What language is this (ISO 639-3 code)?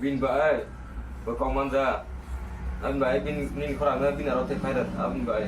trp